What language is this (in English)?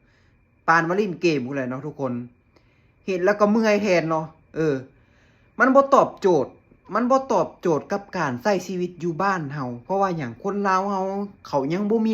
Lao